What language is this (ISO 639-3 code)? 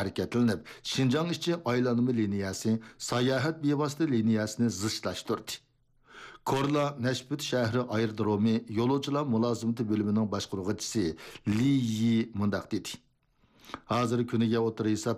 uig